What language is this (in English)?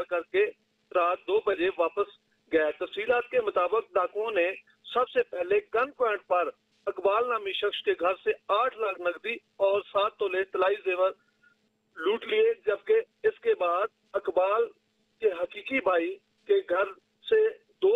Urdu